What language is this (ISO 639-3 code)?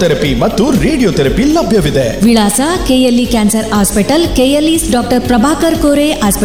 kan